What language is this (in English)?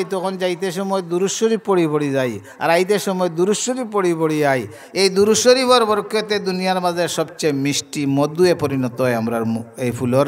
Sylheti